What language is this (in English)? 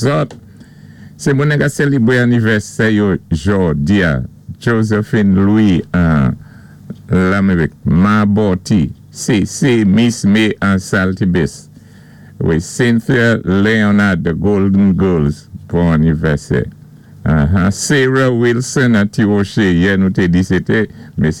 Saint Lucian Creole French